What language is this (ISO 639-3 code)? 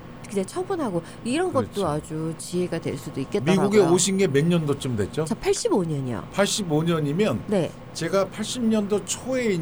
kor